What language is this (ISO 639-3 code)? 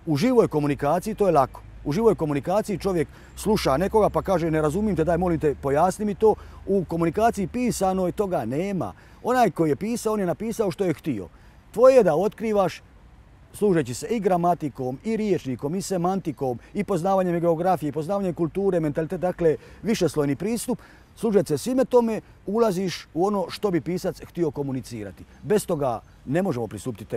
hrv